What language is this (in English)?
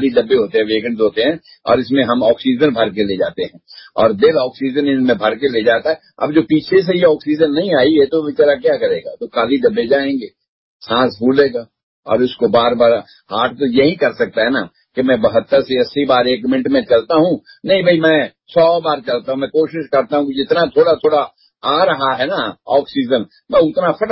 Urdu